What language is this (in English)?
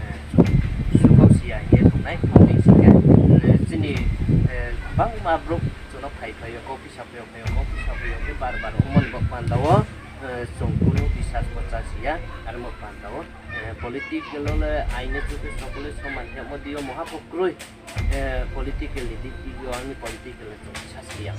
Riang (India)